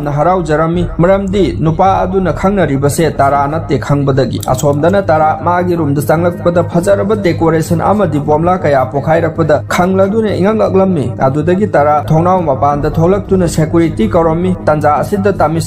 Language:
Manipuri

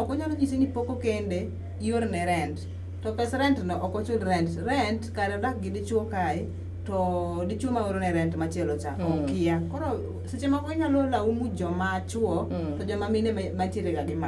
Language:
Luo (Kenya and Tanzania)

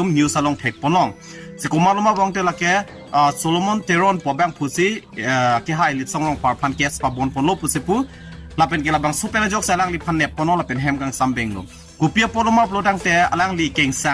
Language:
Karbi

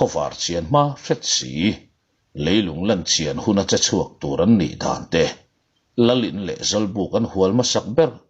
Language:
Mizo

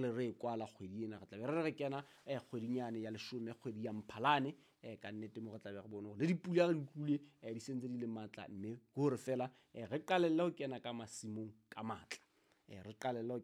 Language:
Southern Sotho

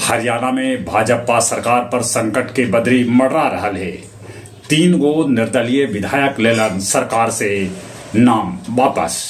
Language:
Magahi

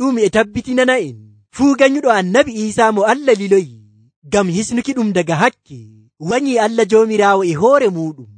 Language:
Nigerian Fulfulde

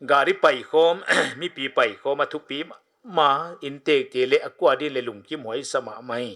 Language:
Paite Chin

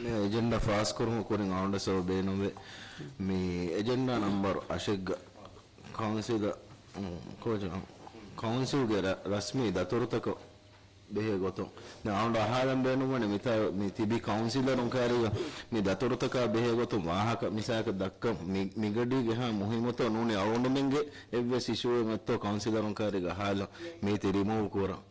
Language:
Divehi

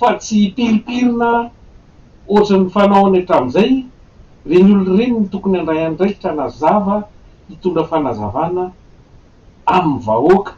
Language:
Malagasy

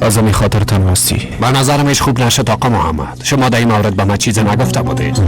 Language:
Persian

